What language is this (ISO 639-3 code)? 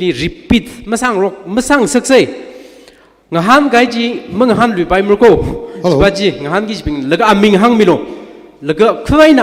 nmf